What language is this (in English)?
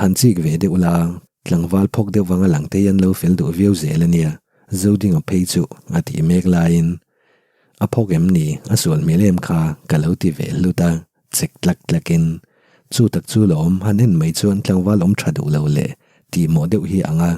Mizo